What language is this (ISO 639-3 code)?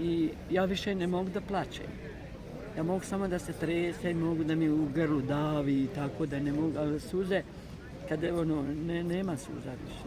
bos